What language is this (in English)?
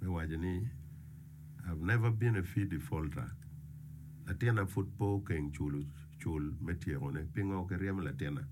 Acoli